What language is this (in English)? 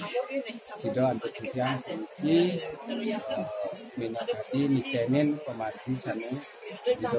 Balinese